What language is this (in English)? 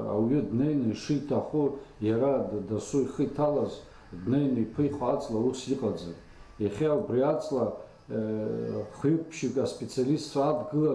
Abkhazian